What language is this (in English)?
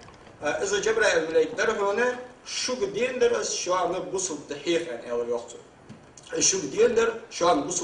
Ingush